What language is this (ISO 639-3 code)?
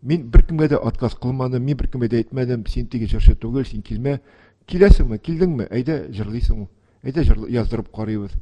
tat